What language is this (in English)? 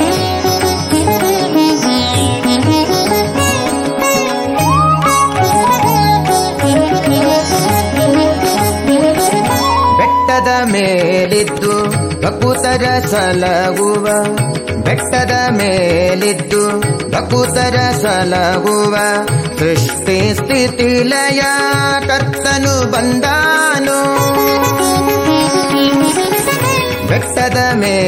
Kannada